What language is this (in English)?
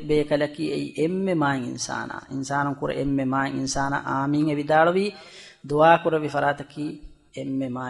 Divehi